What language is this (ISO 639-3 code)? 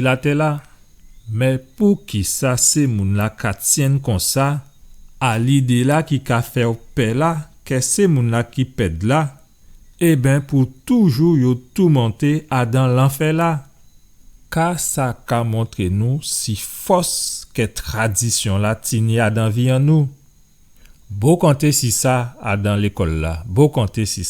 gcf